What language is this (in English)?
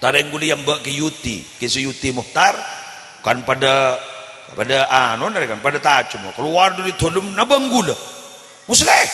Madurese